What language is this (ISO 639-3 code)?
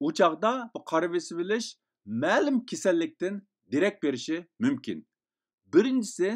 uig